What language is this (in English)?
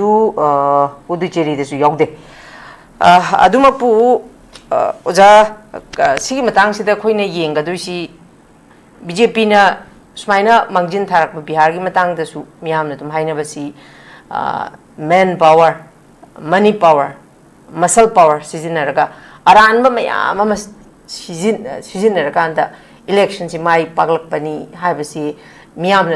Manipuri